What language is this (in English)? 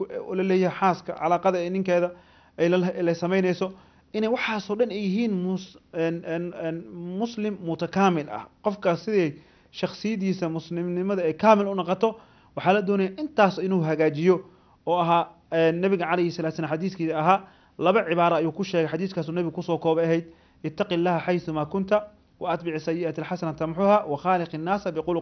Somali